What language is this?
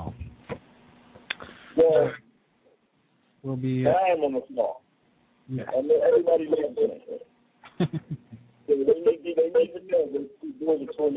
English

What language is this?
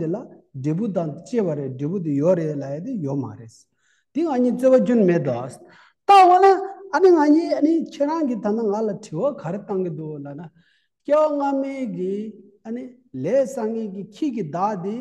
Tibetan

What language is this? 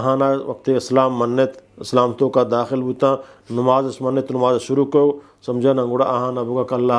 Eastern Balochi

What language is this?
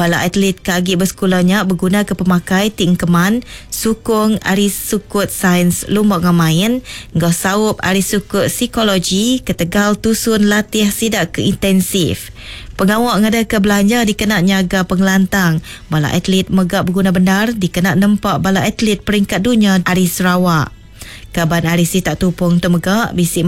Iban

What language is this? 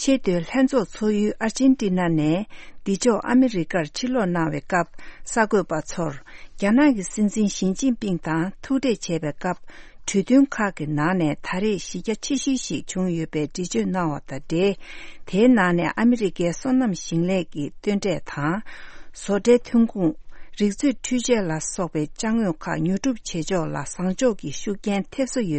Tibetan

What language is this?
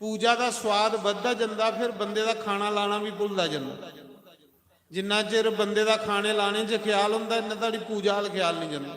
Dogri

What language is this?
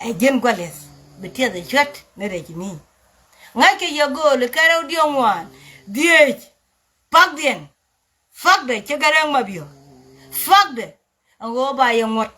Nuer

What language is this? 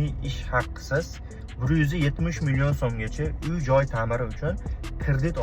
Uzbek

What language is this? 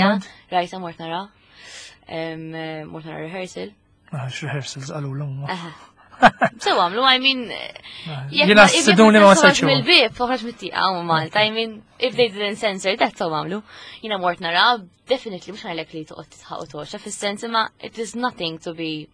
Maltese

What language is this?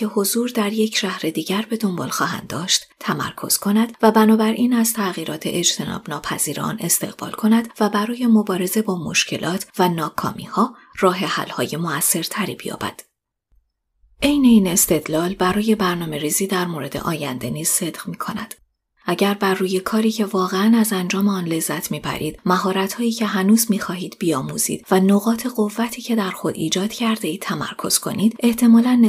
Persian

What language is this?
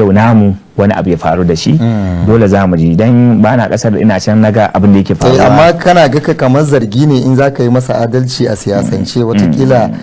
Hausa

